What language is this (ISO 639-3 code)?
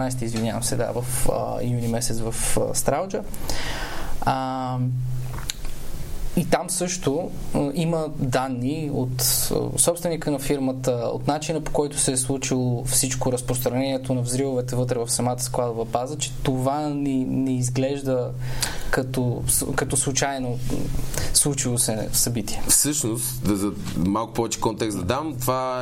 bul